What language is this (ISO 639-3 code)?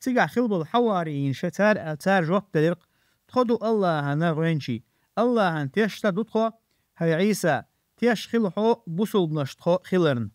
che